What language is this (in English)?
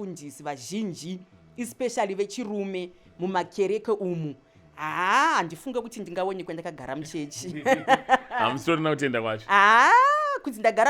Shona